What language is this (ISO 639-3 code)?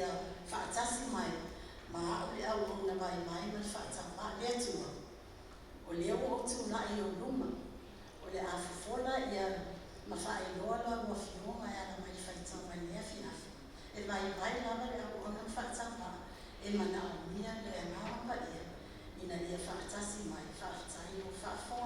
smo